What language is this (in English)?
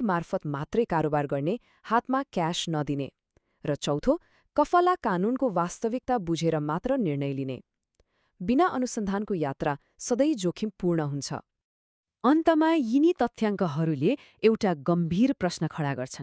Nepali